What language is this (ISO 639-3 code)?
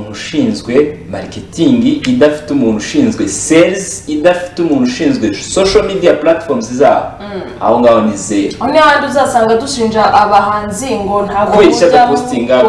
kin